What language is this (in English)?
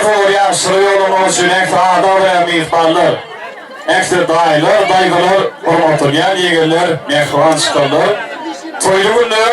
Turkmen